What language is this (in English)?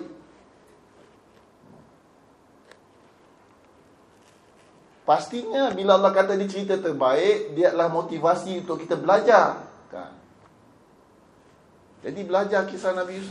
Malay